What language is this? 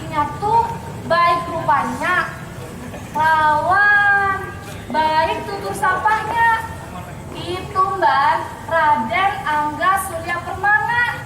Banjar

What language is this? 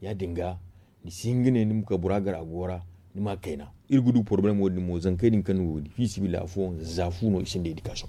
Zarma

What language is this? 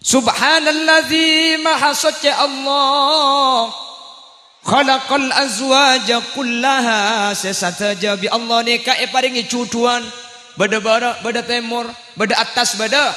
Madurese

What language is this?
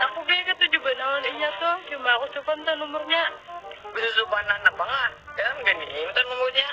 Banjar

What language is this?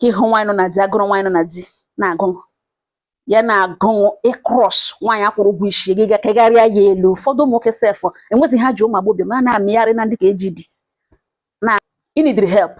Igbo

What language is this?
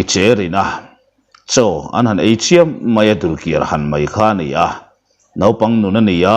Mizo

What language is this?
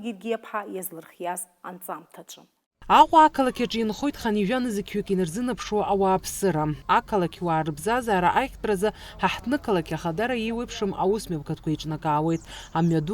Abkhazian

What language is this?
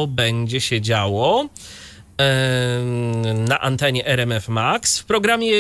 Polish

